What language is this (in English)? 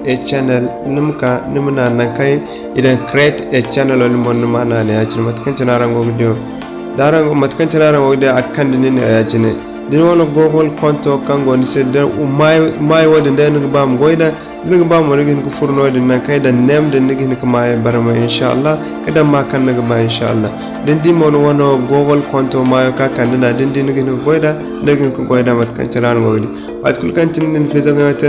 Zarma